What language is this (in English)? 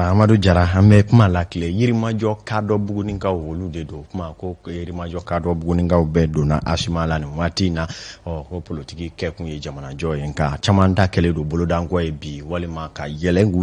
Bambara